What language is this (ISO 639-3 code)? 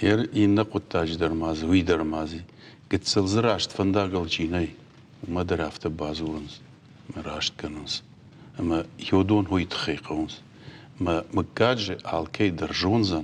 oss